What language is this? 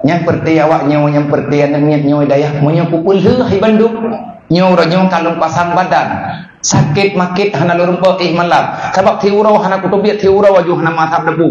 Achinese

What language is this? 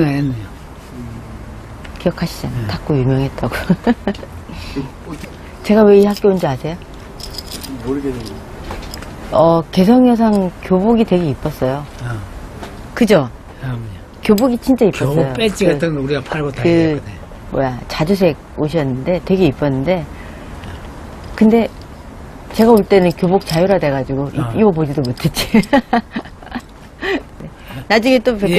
Korean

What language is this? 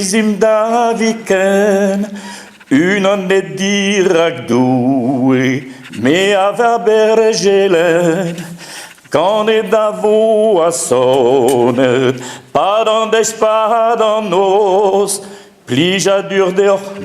Breton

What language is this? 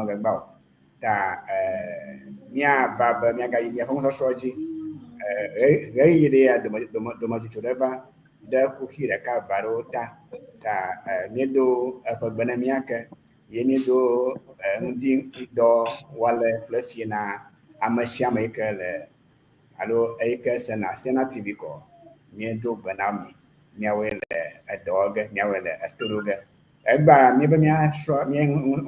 Ewe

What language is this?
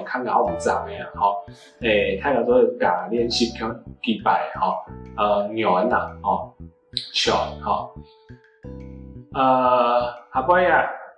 Hakka Chinese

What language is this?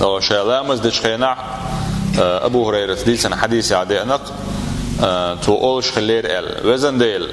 Chechen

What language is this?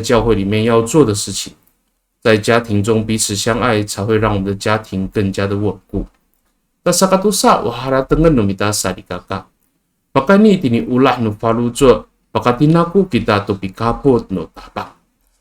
Amis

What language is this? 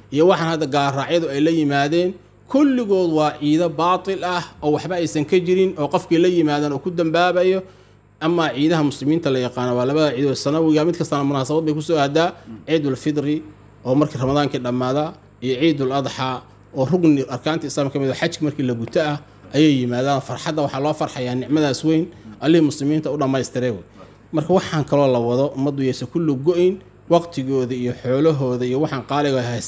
Somali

